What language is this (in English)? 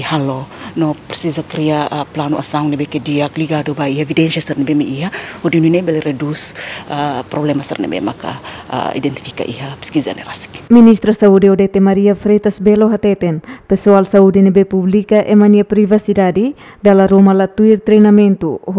Tetum